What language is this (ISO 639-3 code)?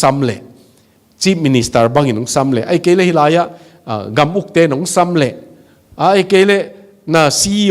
ctd